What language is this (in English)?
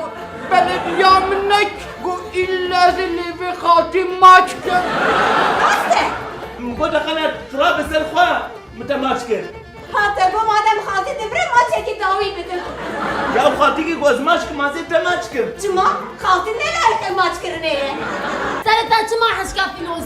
Kurdish